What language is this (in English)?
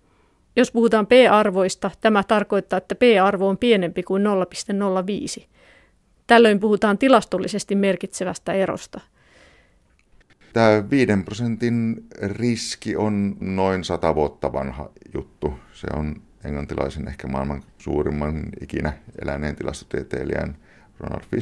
Finnish